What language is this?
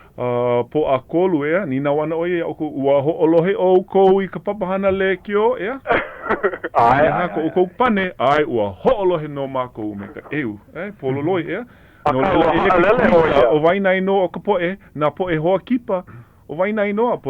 Hawaiian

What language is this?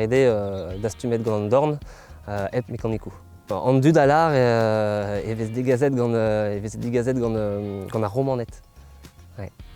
Breton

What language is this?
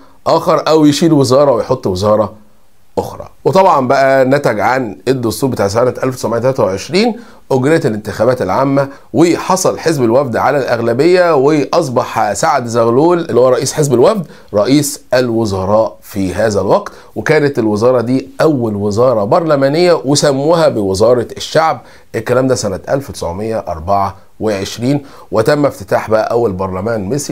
Egyptian Arabic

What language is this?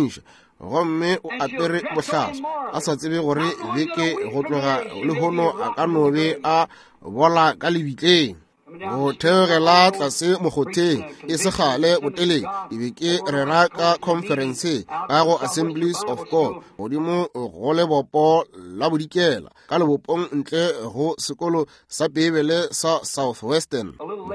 Northern Sotho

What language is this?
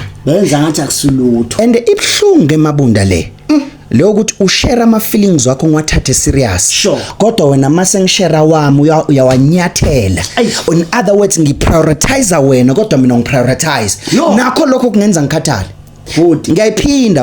Zulu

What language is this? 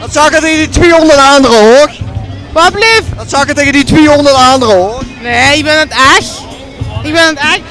Limburgish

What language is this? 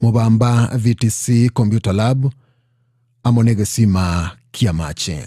Gusii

